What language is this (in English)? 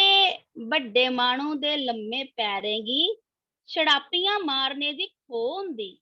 Dogri